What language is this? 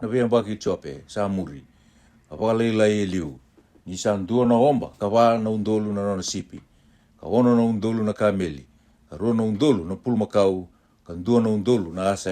Fijian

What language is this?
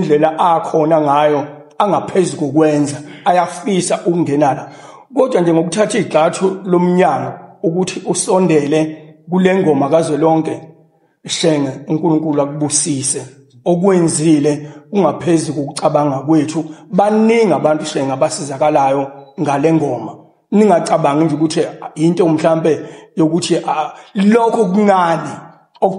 Zulu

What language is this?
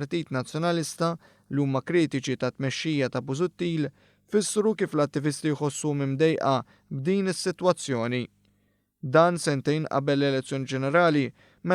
Maltese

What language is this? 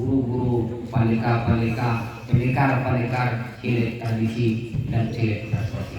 Minangkabau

